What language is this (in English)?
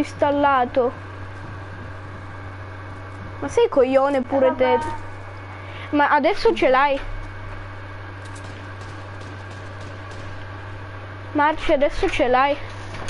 Italian